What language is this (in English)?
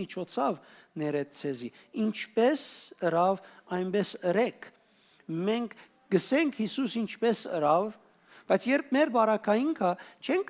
Western Armenian